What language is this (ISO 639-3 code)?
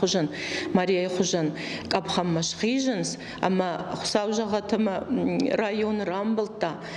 oss